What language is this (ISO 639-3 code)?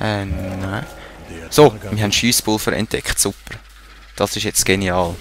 gsw